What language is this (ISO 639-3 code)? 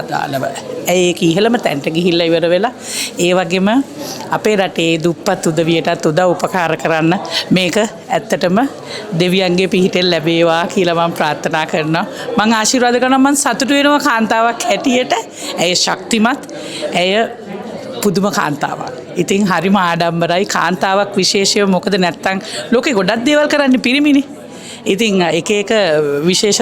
sin